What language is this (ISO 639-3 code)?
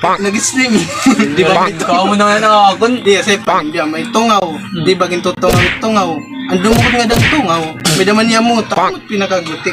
war